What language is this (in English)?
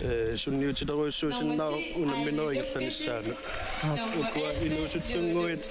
Kalaallisut